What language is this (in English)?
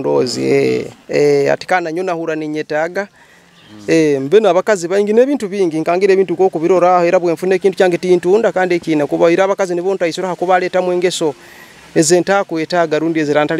Nyoro